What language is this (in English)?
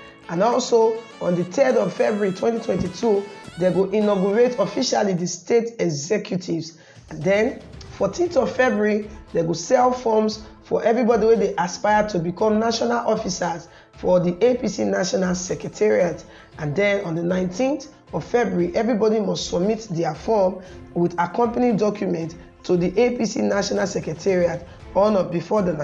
Nigerian Pidgin